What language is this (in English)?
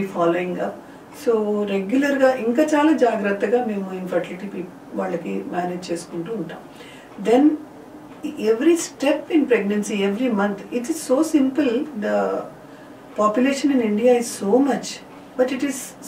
Telugu